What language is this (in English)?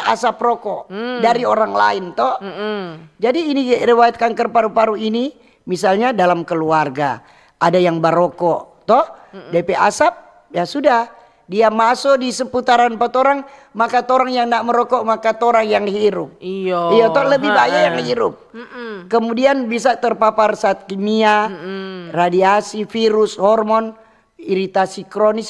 Manado Malay